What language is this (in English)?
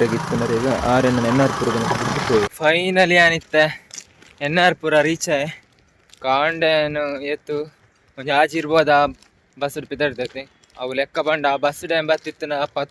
Tulu